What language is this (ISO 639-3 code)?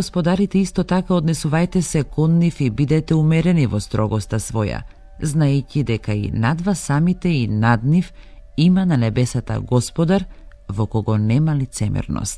mkd